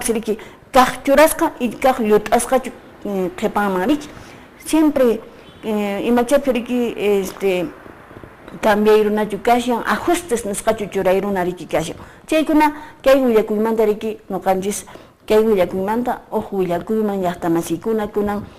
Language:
Quechua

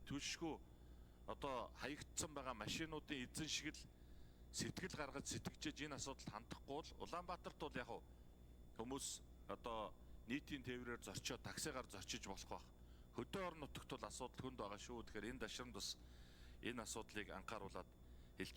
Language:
Mongolian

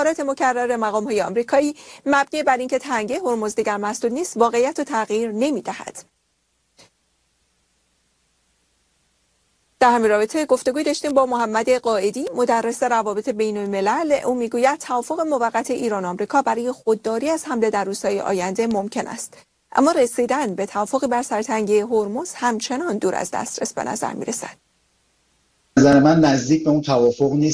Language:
Persian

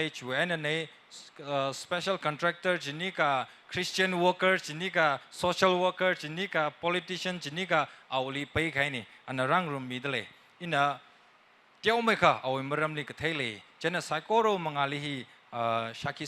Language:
Tangkhul Naga (India)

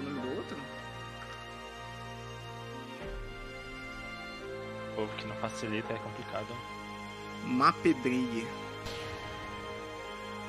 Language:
Portuguese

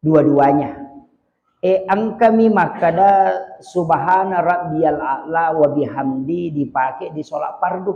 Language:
Buginese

